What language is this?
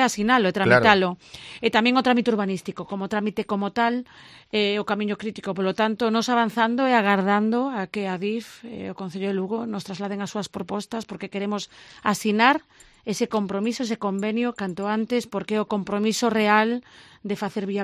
Galician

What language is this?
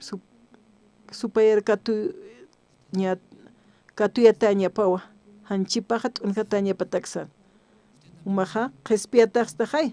Aymara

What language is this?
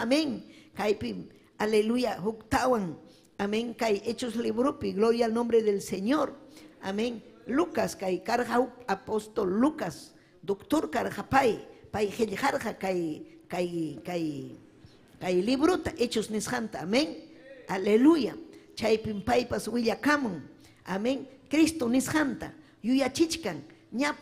Ayacucho Quechua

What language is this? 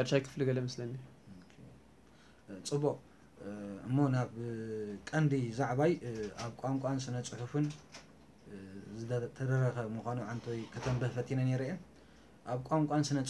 Tigrinya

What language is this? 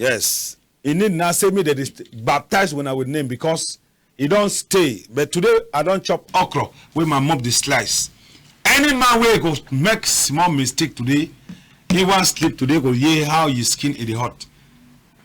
Cameroon Pidgin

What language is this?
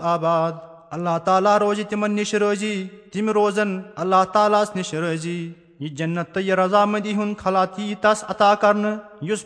Kashmiri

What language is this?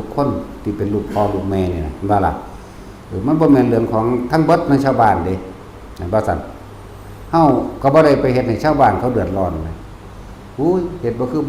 Northeastern Thai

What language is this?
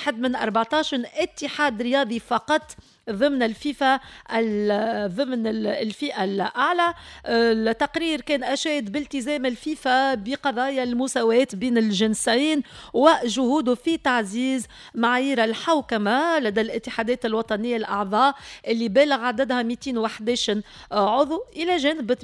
Tunisian Arabic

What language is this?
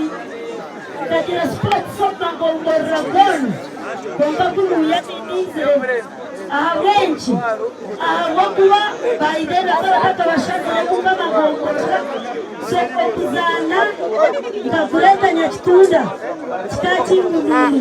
Nyankole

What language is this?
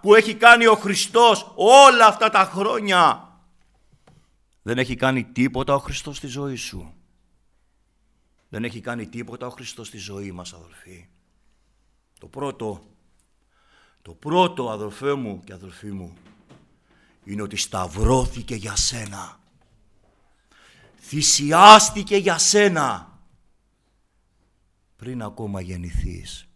Greek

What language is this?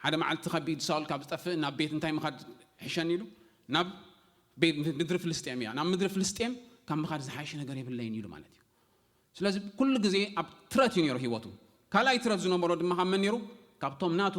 Tigrinya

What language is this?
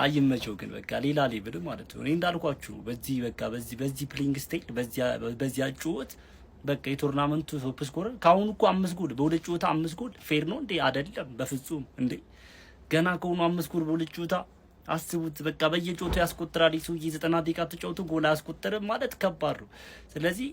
Amharic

